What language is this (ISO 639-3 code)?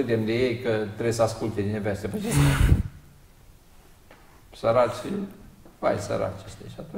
ron